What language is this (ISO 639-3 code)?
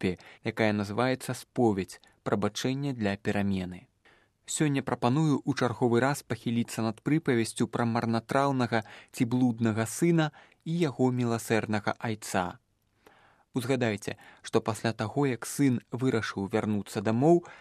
bel